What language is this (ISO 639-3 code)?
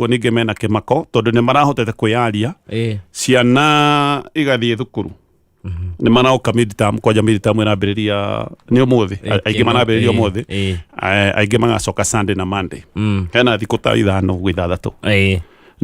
kik